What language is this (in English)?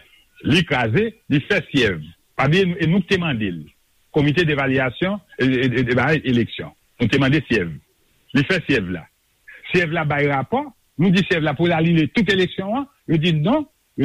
Haitian Creole